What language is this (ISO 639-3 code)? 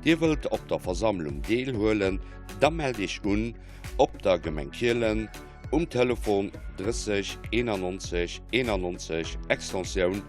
ltz